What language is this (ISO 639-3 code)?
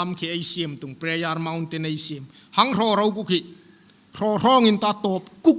hmr